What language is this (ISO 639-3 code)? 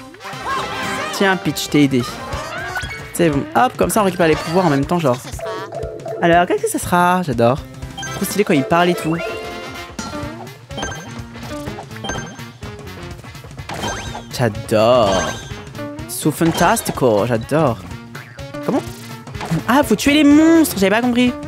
fra